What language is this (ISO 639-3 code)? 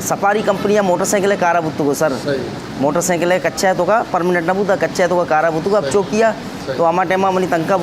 bgp